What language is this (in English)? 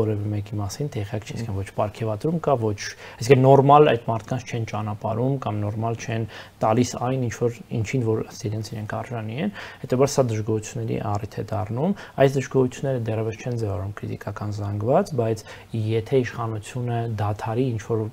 Armenian